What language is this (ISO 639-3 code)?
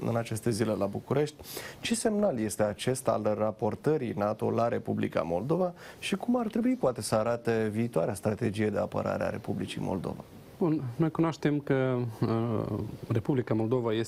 ron